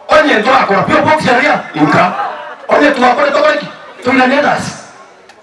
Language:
Gusii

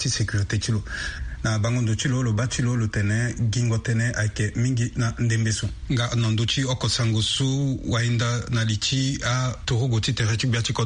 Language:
Sango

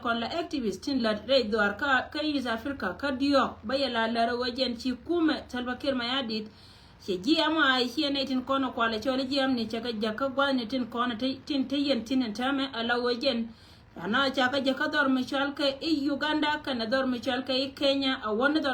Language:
Nuer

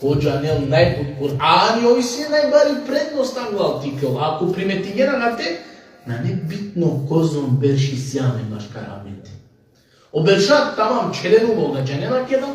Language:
Balkan Romani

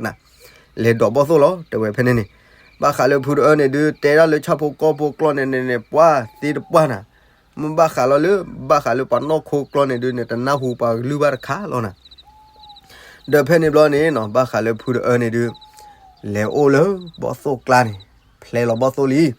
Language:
S'gaw Karen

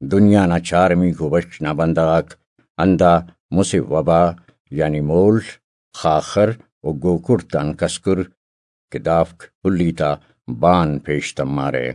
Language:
Brahui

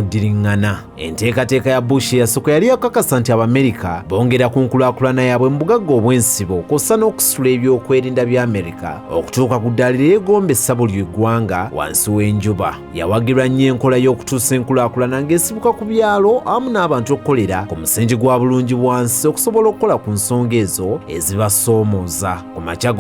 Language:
Ganda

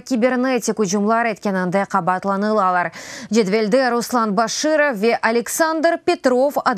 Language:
Crimean Tatar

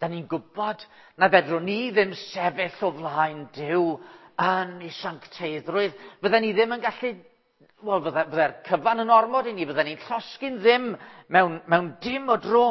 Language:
Welsh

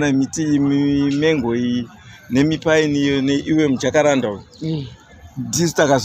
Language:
Shona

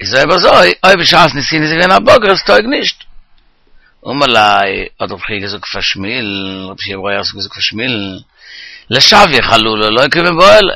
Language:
Yiddish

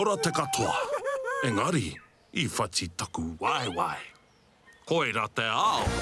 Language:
Māori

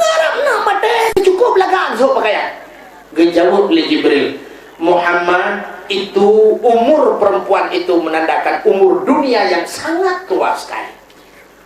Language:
Achinese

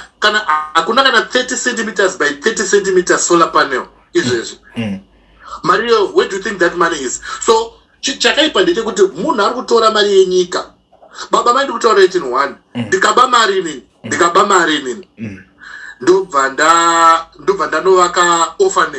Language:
Shona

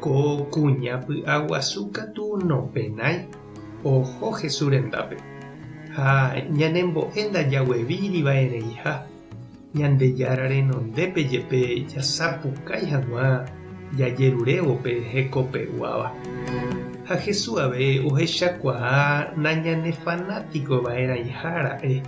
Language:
Guarani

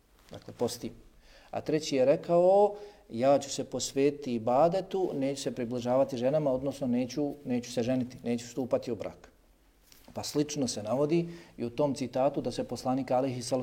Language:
Bosnian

